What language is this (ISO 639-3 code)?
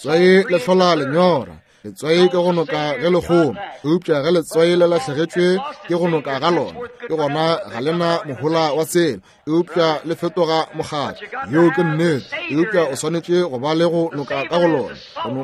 nso